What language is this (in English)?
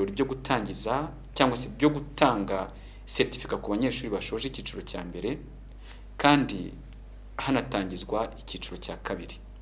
Kinyarwanda